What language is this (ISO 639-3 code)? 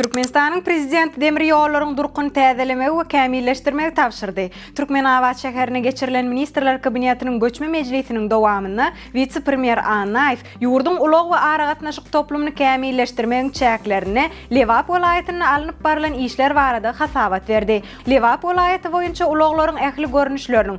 tuk